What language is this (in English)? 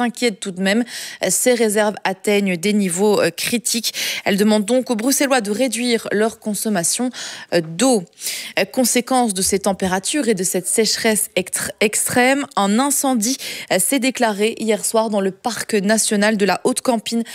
French